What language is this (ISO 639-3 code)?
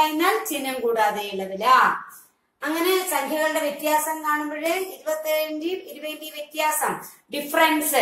mal